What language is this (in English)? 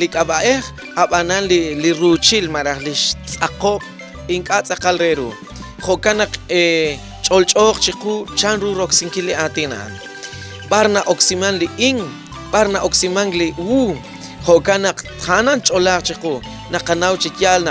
Kekchí